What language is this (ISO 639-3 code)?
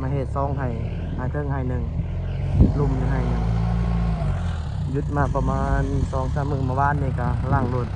lao